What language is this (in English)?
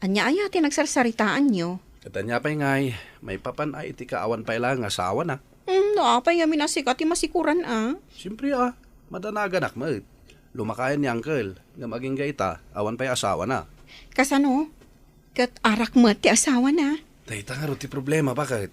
Iloko